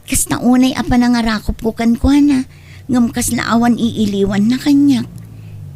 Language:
Iloko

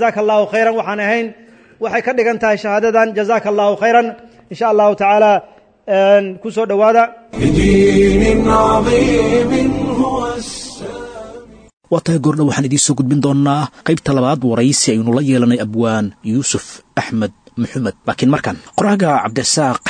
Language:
Somali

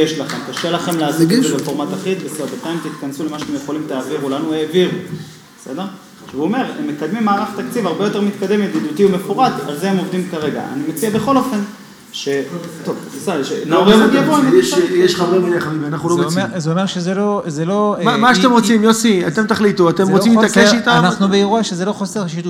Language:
Hebrew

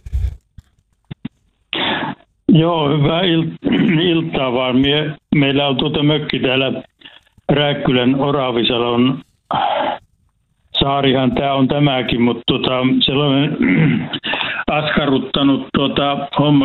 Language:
Finnish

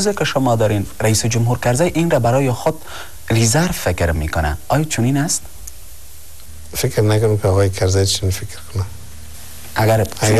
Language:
Persian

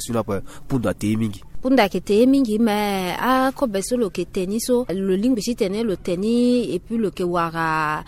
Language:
Sango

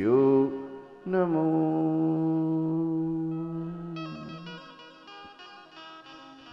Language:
Gujarati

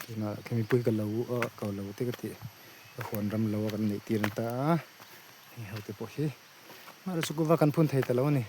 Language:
Mizo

